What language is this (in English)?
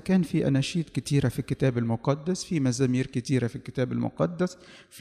Egyptian Arabic